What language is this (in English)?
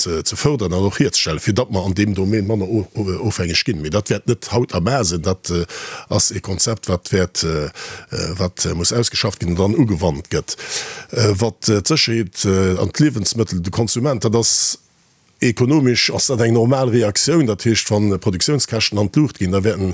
Luxembourgish